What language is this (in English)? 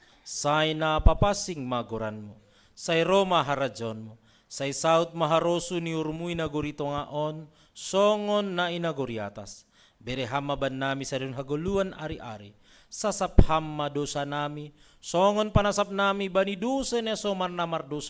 Batak Simalungun